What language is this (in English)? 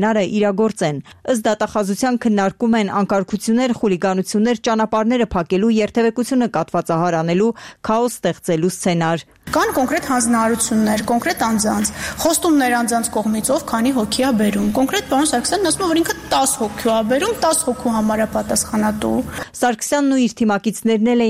Armenian